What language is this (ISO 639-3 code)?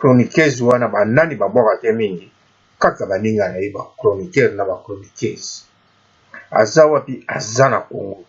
lin